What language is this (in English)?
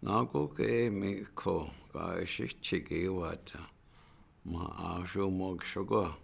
Chippewa